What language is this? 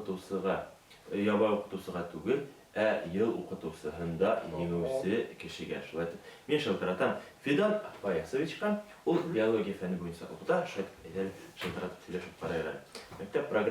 Bashkir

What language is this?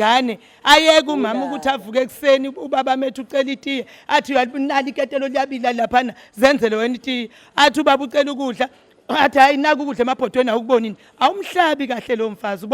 Zulu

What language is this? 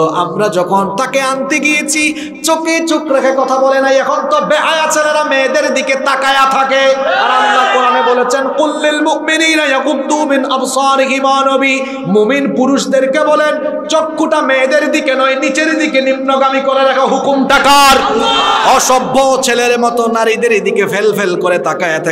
Bangla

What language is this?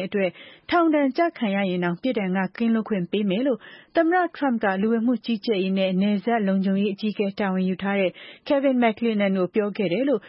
Burmese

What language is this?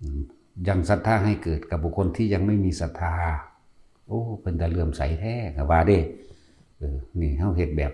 Northeastern Thai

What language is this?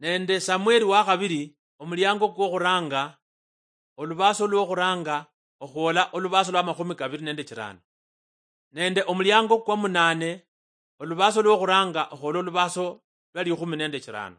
Luyia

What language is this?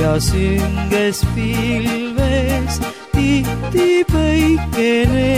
Estonian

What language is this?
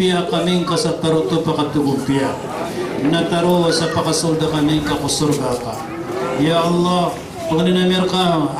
Maranao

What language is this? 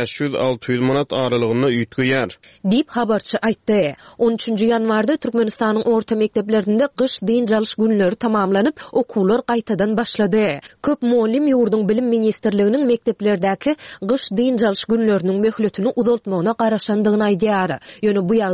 Turkmen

